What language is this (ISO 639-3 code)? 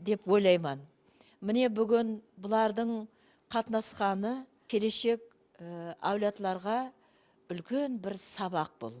kaa